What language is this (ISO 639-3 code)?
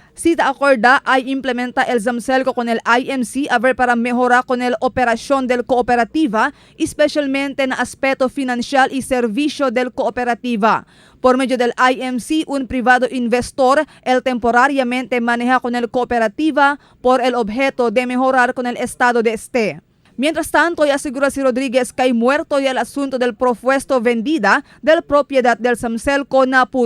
cbk